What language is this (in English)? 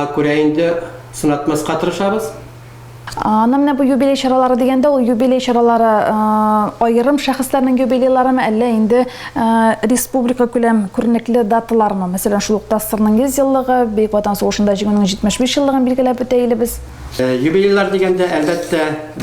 Tatar